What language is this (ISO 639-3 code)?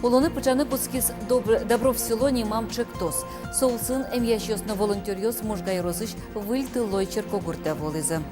udm